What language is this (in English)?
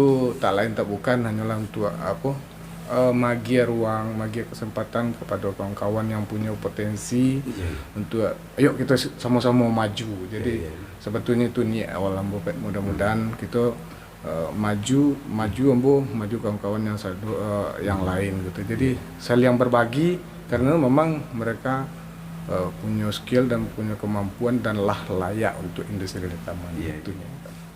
Minangkabau